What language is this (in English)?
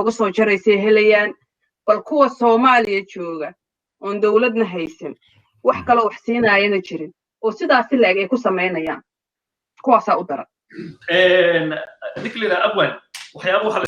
Somali